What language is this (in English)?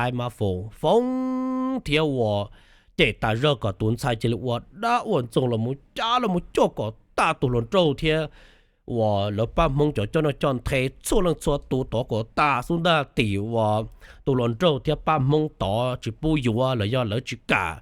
Hmong